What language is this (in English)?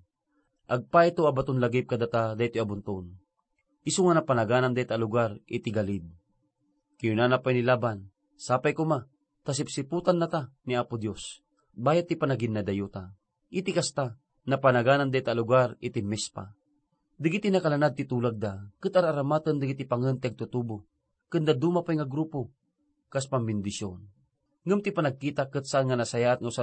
Iloko